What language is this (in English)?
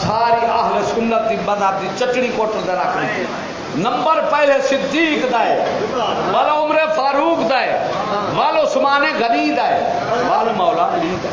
Saraiki